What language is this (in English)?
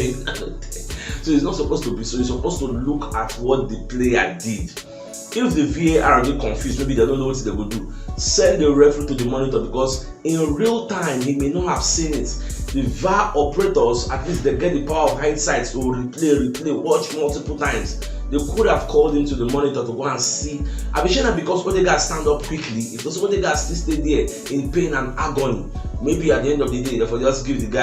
Nigerian Pidgin